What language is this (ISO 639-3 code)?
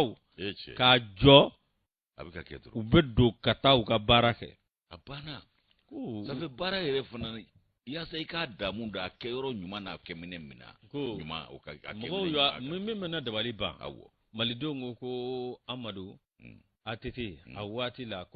bam